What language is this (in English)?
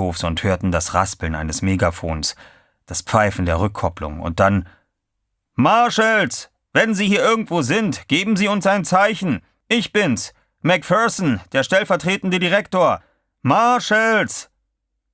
German